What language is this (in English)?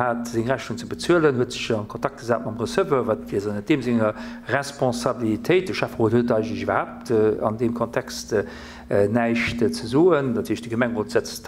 Luxembourgish